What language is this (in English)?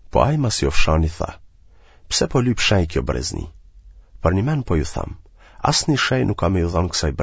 Albanian